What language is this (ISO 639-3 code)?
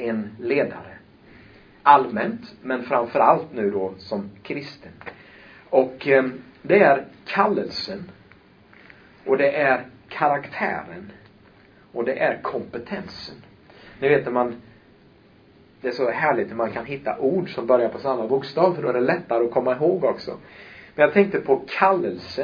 swe